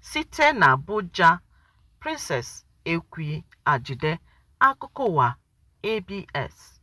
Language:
Igbo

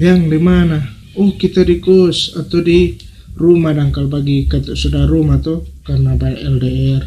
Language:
Manado Malay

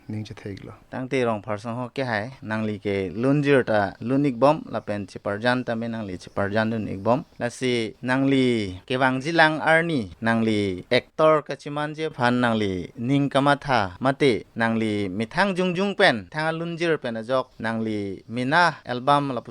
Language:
Karbi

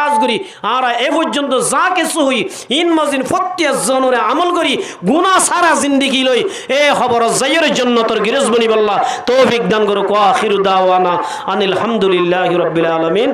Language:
Rohingya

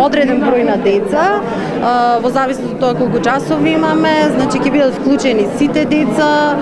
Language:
Macedonian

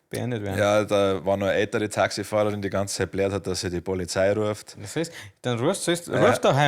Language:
Bavarian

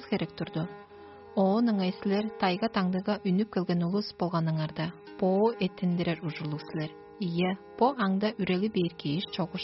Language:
Tuvinian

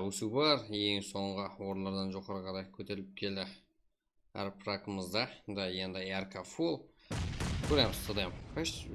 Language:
Kara-Kalpak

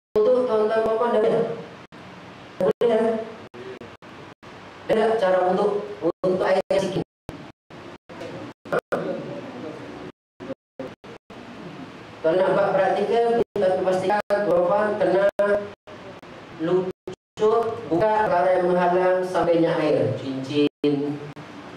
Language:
Malay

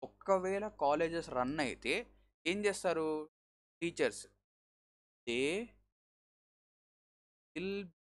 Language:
Telugu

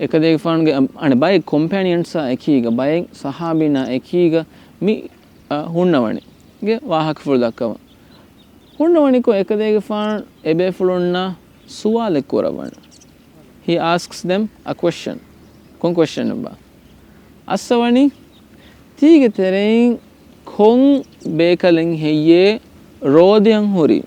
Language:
Divehi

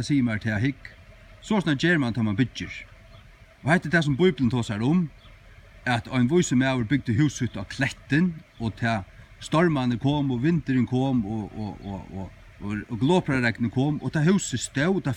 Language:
Faroese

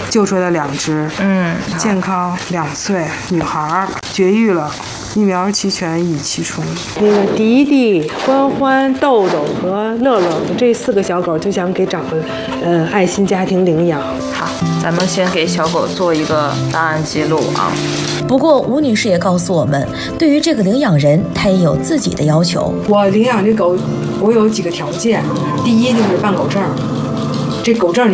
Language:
Chinese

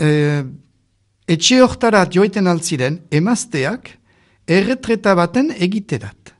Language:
Basque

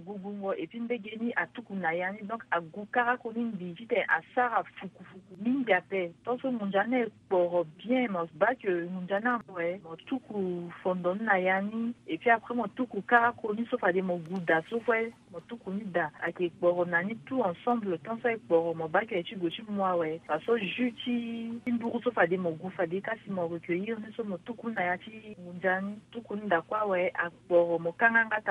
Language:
Sango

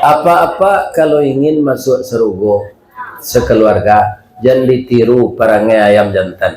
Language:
Minangkabau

